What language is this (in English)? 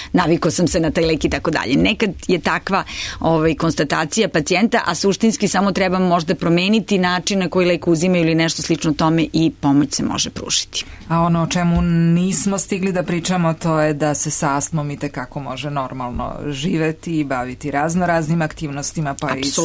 Serbian